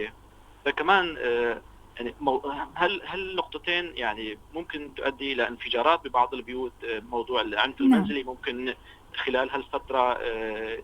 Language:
North Levantine Arabic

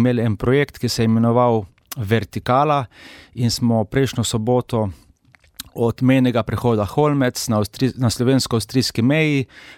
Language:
Slovenian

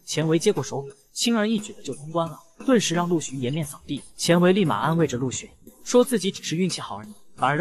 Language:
Chinese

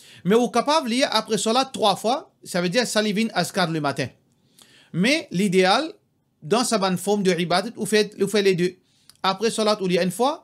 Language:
Morisyen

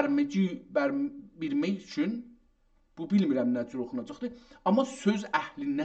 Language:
South Azerbaijani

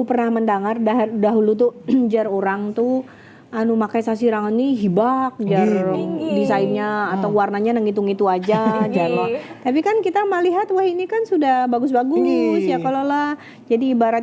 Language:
Banjar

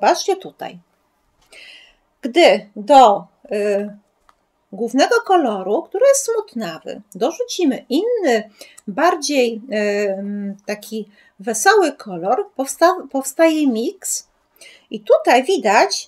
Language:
Polish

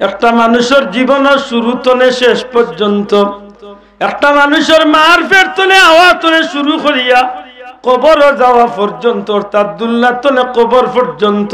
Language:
Sylheti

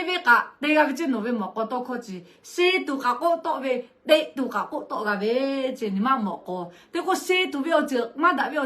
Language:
Lahu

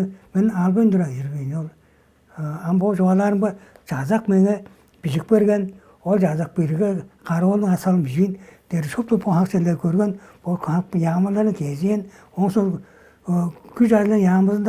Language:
Tuvinian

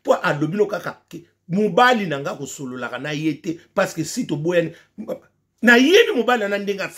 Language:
Lingala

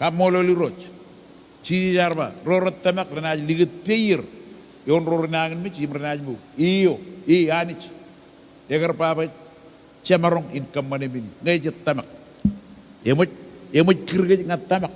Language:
Marshallese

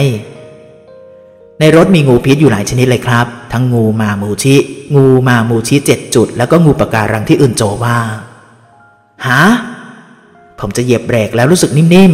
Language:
Thai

